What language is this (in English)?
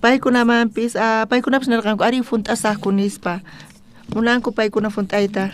South Bolivian Quechua